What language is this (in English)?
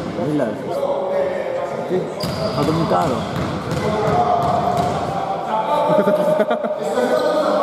Greek